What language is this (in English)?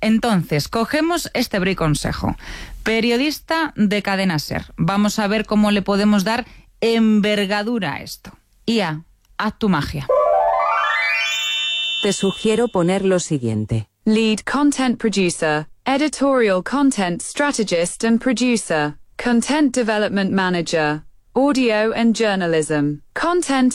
Spanish